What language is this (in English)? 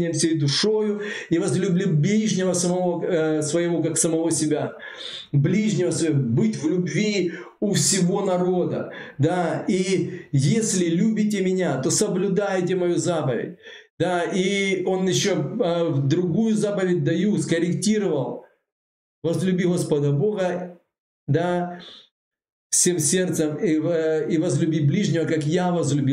Russian